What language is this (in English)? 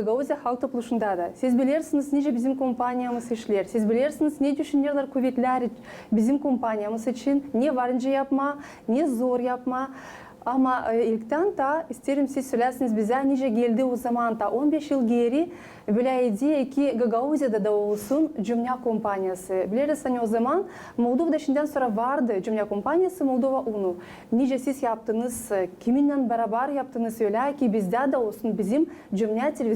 Gagauz